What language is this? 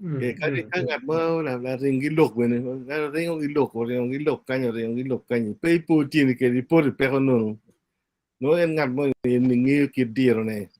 Acoli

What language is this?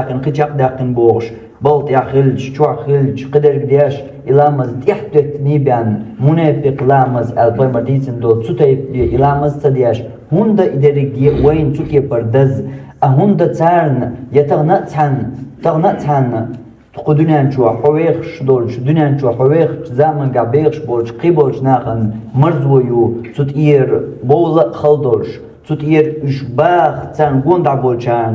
Chechen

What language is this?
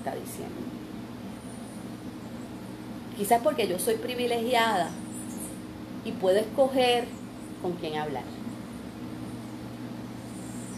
Spanish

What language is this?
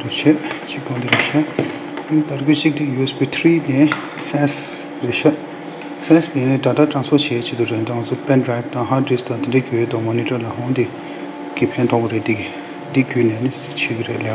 Tibetan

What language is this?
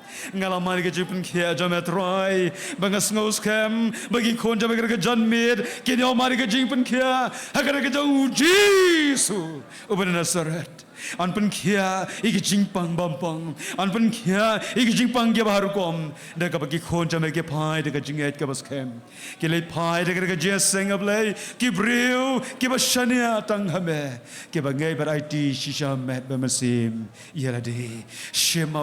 Khasi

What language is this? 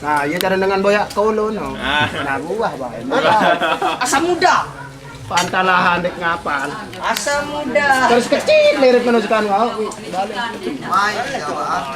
Sasak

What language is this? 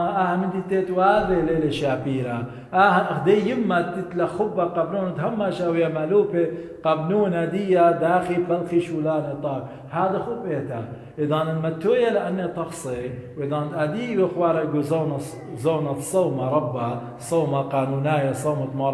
Assyrian Neo-Aramaic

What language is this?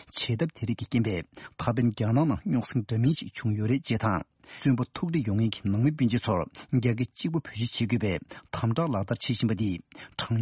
Tibetan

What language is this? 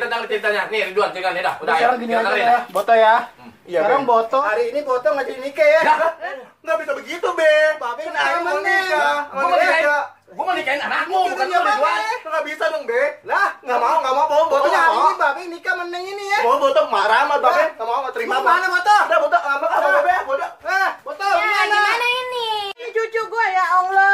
Betawi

